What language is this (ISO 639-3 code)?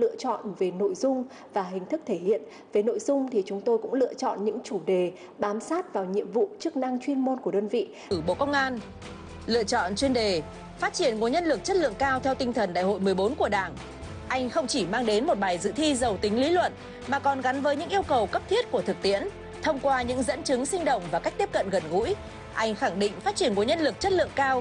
vie